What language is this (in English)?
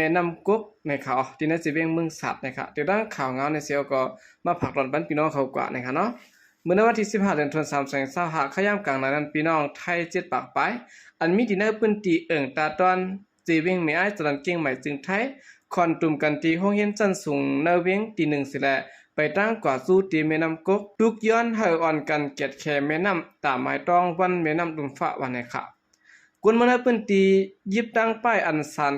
Shan